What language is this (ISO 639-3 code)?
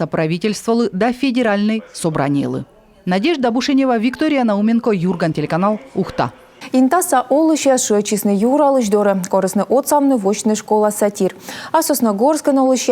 kom